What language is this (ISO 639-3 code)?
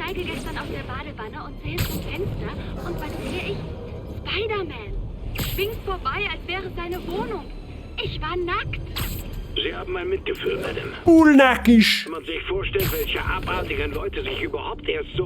bar